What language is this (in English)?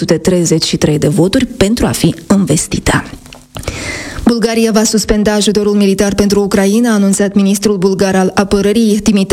Romanian